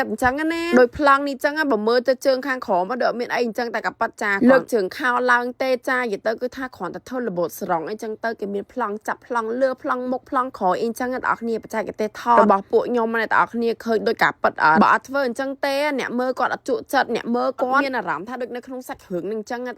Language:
Khmer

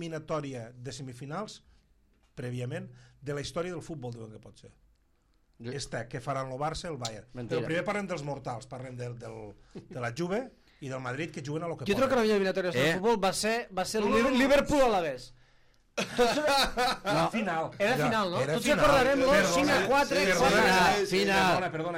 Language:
Catalan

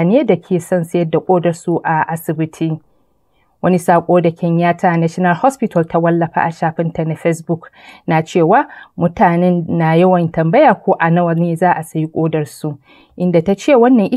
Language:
Hausa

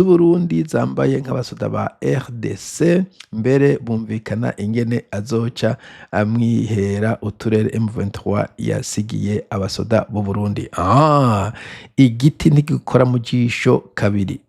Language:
Rundi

